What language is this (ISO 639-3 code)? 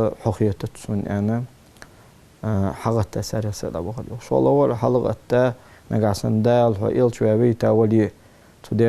inh